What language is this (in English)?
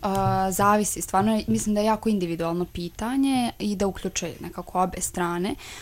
Serbian